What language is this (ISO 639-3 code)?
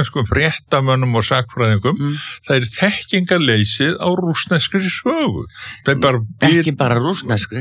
isl